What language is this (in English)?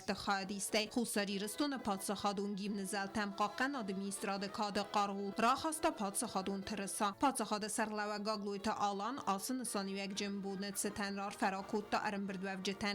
Ossetic